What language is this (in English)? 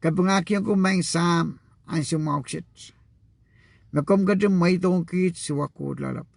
Pohnpeian